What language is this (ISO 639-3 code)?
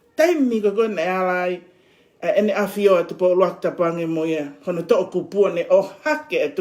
ton